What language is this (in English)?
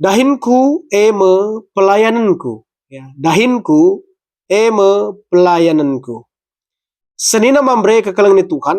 Batak Karo